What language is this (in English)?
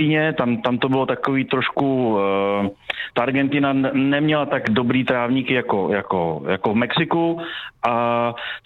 Czech